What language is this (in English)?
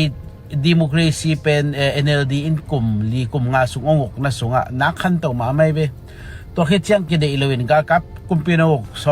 Tedim Chin